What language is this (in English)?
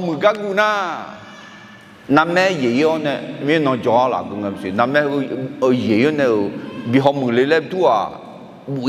Akha